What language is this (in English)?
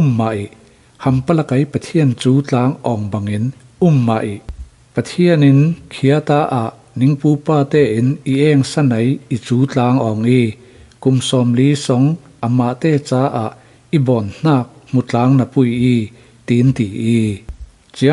Falam Chin